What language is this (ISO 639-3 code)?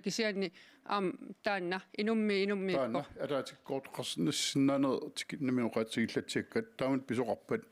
kal